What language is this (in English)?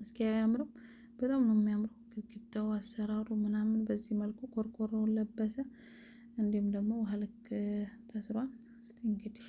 Amharic